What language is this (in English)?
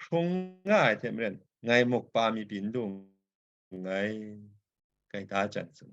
Kachin